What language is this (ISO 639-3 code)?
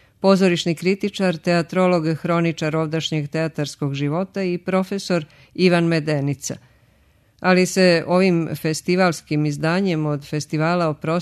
srp